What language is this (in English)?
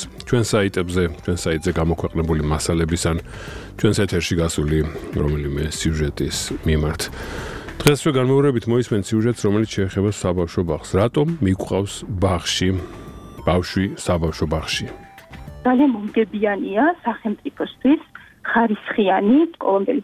Georgian